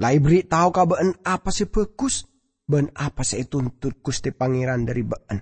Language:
Madurese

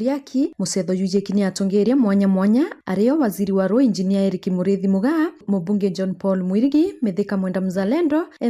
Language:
Meru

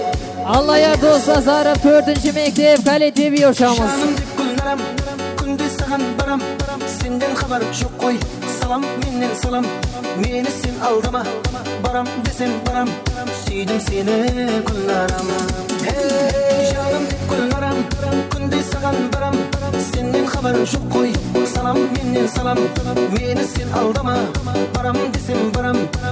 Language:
Kara-Kalpak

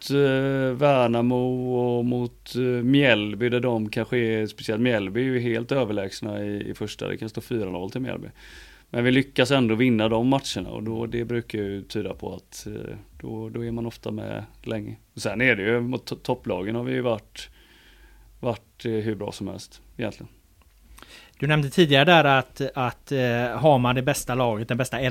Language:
Swedish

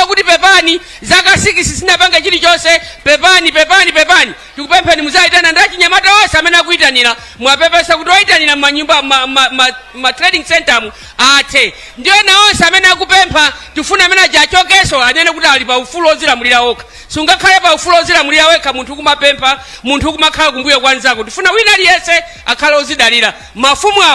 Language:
Nyanja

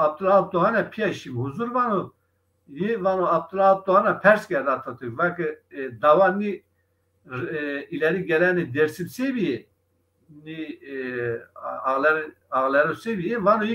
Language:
Zaza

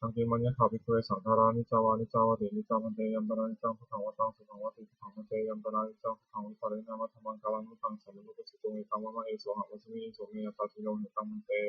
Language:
Pali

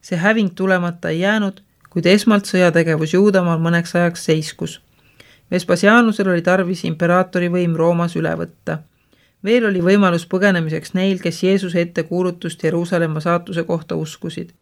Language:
Estonian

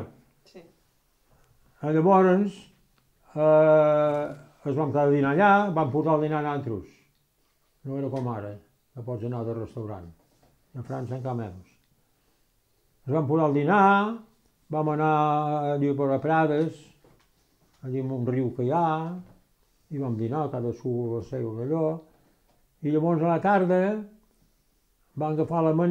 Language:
Catalan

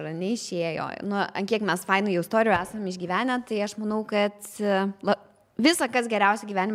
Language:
Lithuanian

